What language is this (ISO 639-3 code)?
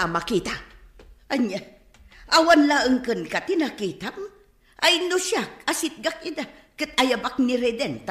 ilo